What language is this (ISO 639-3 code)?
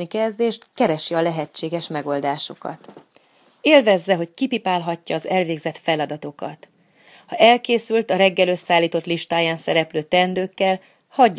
hun